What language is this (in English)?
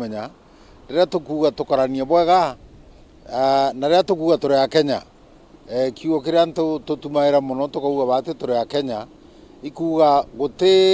Meru